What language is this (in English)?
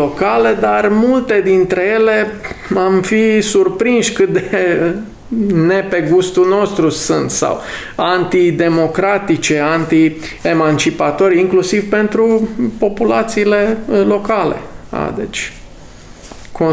Romanian